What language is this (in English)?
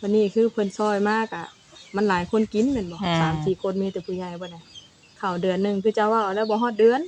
Northeastern Thai